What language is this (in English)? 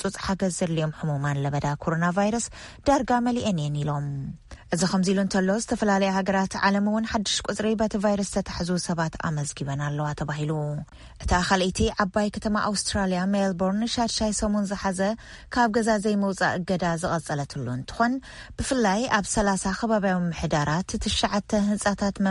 Tigrinya